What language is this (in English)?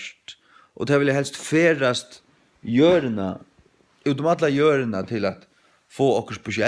Faroese